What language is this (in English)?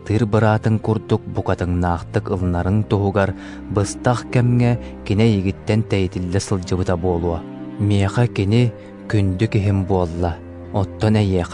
Yakut